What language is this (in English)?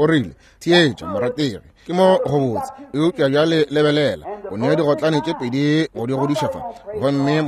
Northern Sotho